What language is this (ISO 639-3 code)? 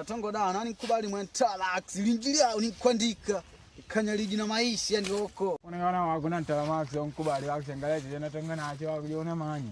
kde